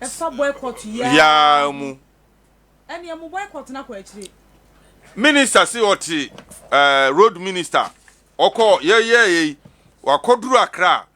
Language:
Akan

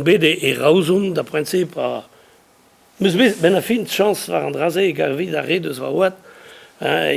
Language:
Breton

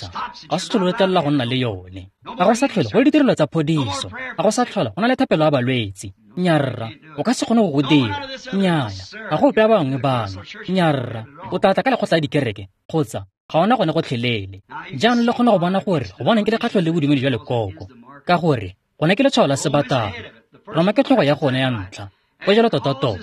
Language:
Tswana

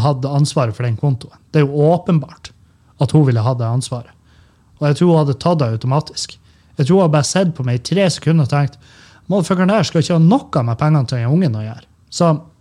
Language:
Norwegian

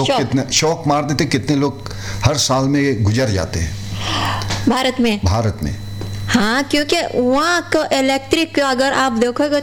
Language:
Hindi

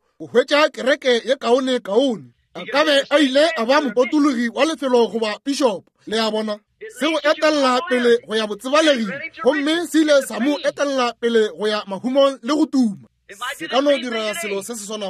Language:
Northern Sotho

